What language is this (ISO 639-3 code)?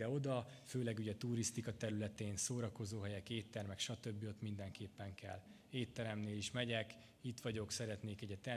hun